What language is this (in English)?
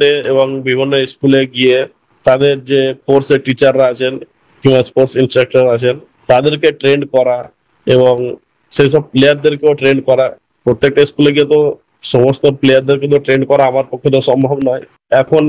Bangla